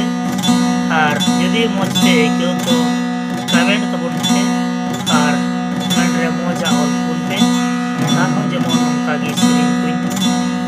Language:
Santali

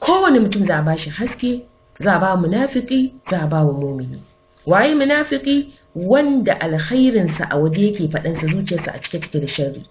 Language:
Hausa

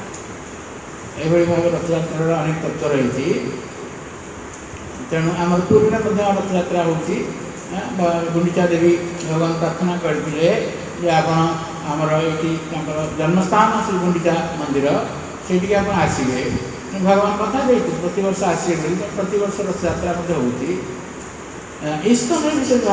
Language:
Odia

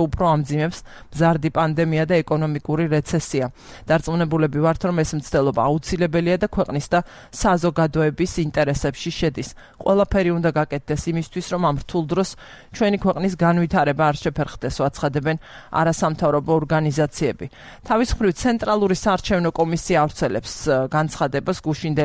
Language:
Georgian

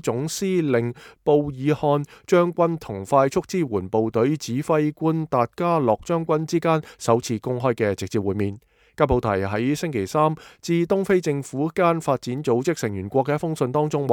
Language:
Cantonese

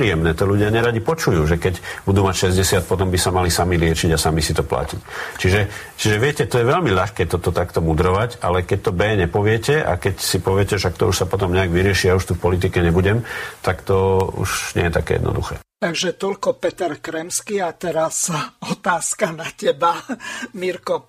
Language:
Slovak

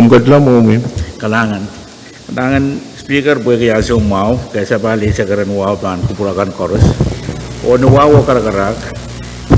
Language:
Pohnpeian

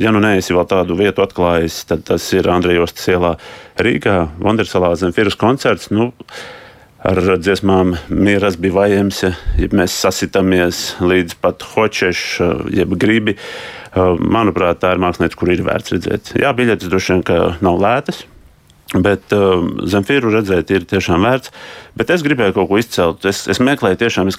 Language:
Latvian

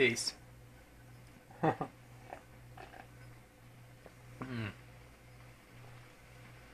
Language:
Hungarian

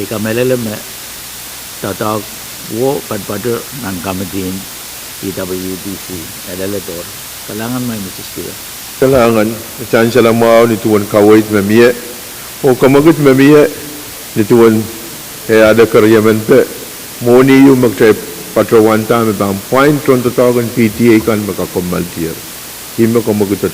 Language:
Pohnpeian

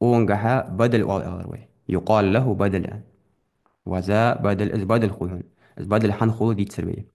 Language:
Ingush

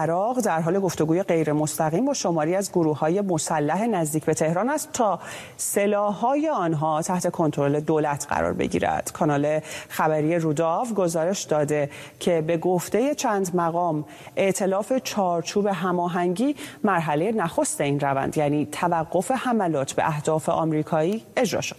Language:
Persian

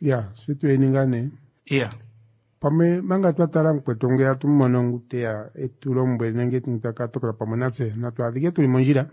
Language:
Kuanyama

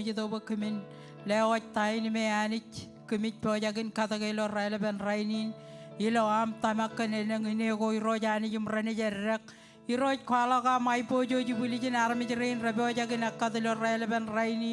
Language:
Marshallese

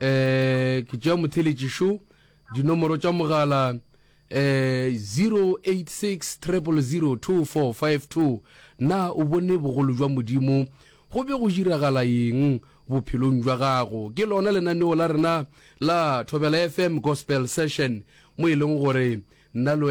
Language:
Northern Sotho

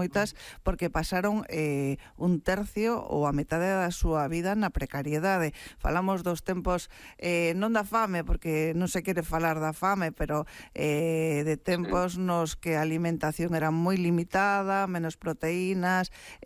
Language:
Galician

